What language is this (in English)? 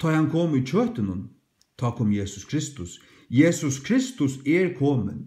Faroese